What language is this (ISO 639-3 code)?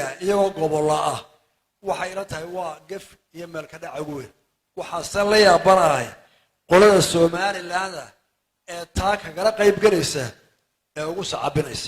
som